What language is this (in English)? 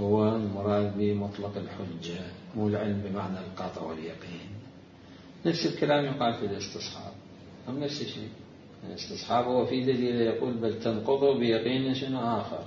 Mesopotamian Arabic